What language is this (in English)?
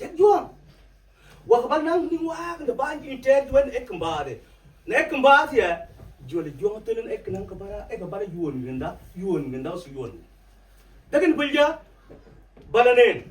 Mabaan